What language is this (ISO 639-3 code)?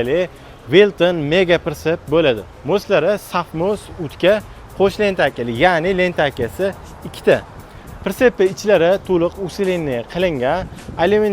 uzb